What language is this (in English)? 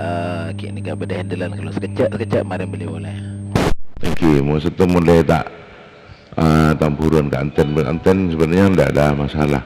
Madurese